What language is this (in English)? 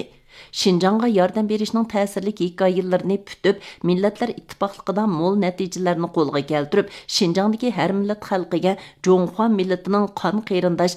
Uyghur